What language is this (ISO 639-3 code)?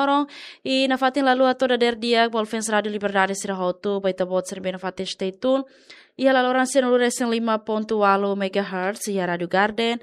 tet